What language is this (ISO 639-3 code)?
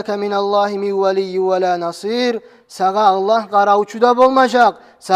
kum